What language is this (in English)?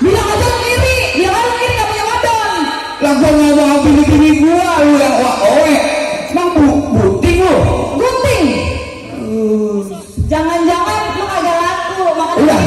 Betawi